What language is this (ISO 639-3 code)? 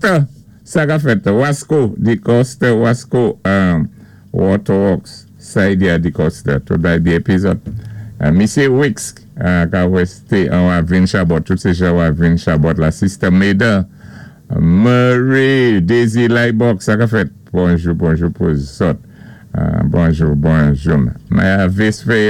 acf